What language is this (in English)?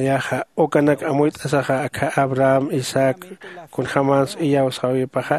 Aymara